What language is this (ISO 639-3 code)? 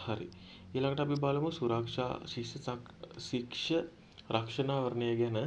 sin